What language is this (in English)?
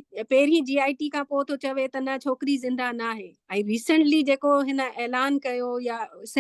Sindhi